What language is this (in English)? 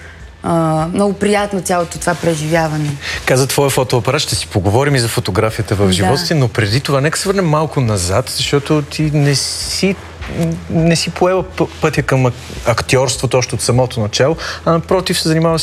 Bulgarian